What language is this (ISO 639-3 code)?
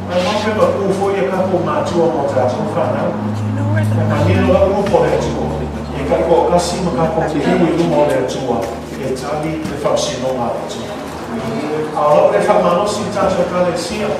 smo